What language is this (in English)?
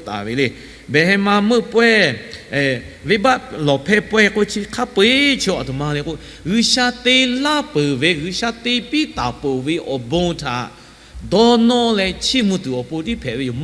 Lahu